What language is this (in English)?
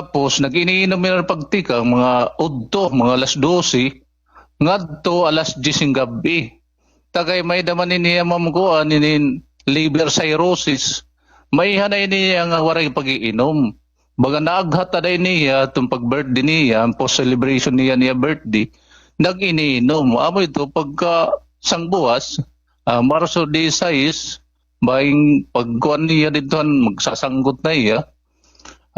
Waray